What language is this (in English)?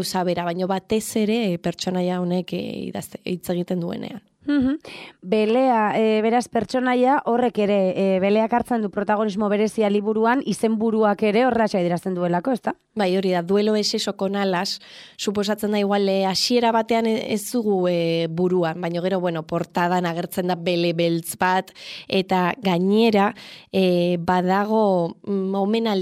Basque